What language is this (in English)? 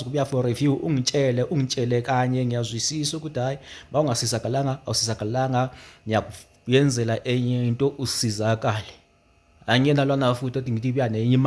Zulu